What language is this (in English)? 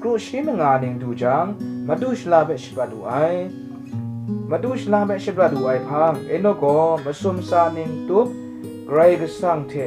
Kachin